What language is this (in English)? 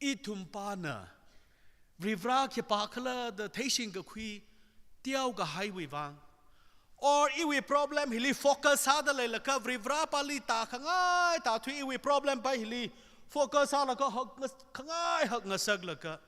Tangkhul Naga (India)